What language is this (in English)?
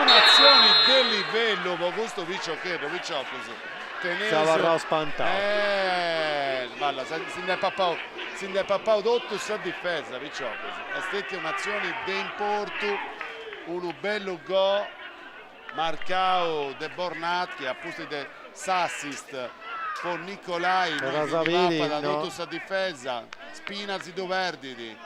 Sardinian